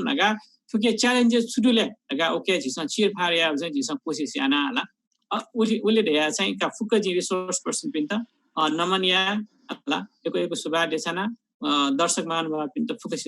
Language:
Newari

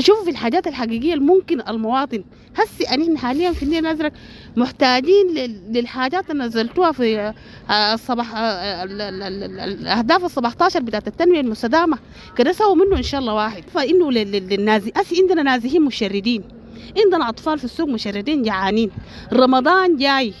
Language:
Sudanese Arabic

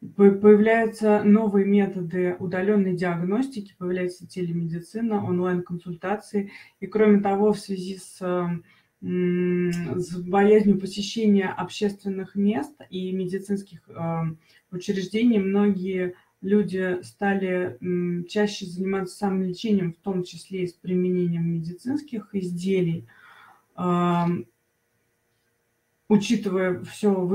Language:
Russian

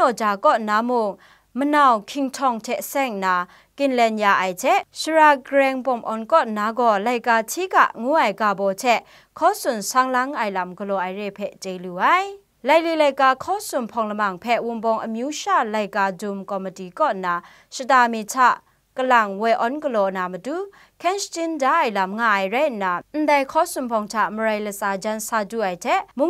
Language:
Kachin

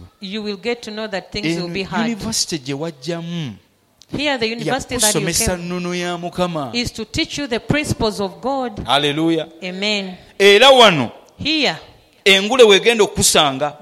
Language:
Ganda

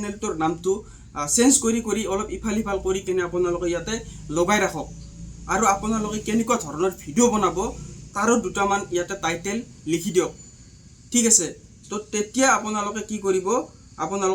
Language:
Assamese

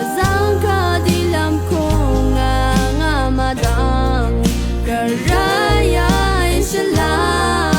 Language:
Rawang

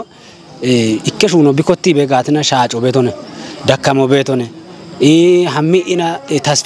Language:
Kafa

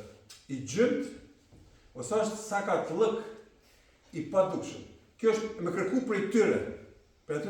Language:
Albanian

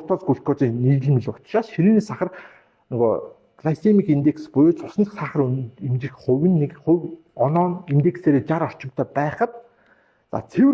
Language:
Mongolian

